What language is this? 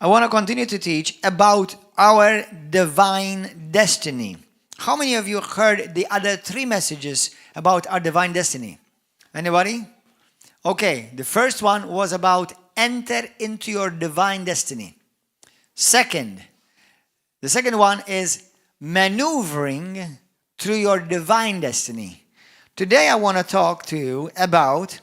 English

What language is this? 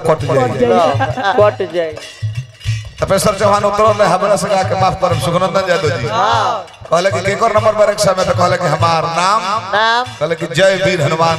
Bhojpuri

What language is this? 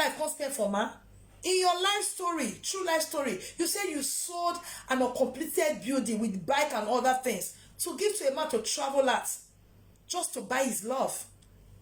Nigerian Pidgin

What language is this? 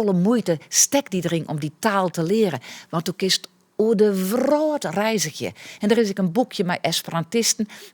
Western Frisian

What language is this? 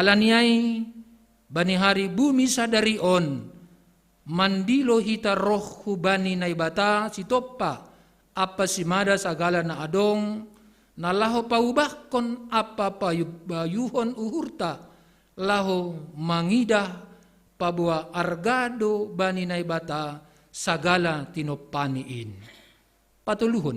Batak Simalungun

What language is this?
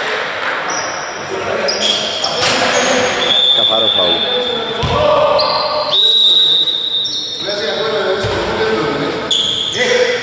Greek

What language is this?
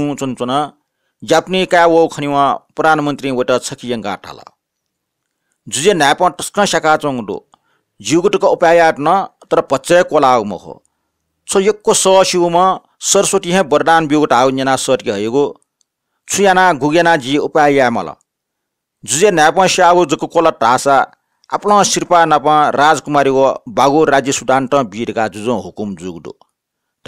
Newari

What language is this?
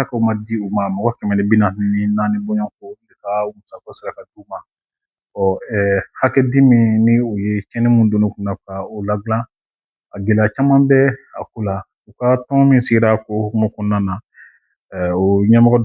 Bambara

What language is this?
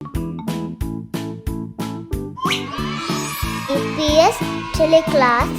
Divehi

